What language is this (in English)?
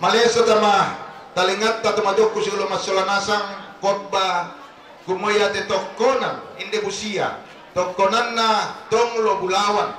Toraja-Sa'dan